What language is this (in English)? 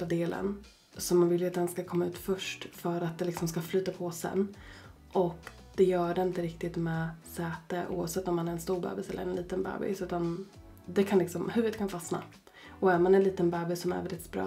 Swedish